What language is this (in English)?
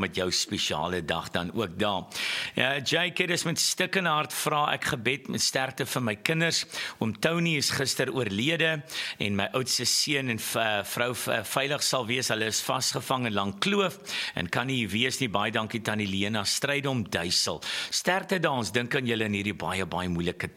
Afrikaans